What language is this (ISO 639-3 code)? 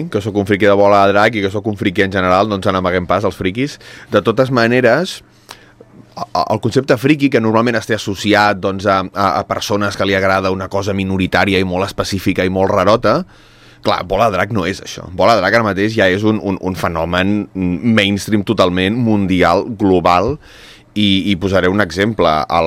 cat